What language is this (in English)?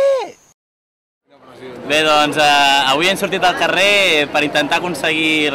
Catalan